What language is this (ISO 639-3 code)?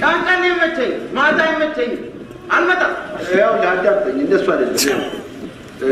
amh